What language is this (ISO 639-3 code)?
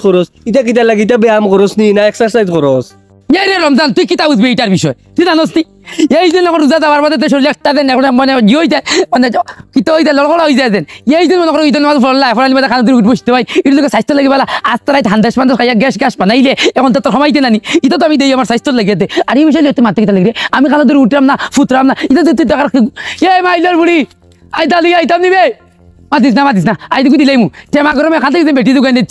syl